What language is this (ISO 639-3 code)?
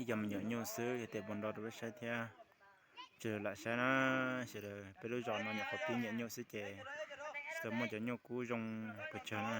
hmn